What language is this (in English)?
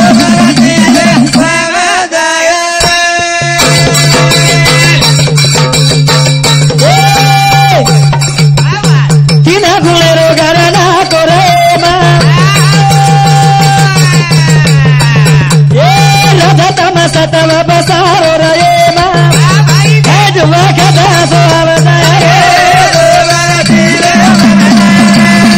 Lambadi